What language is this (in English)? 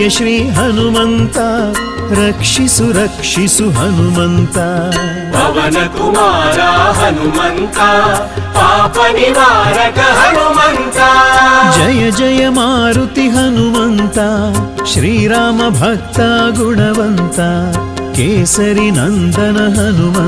Kannada